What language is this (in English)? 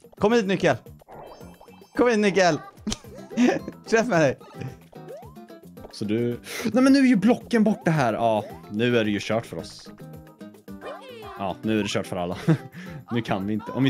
Swedish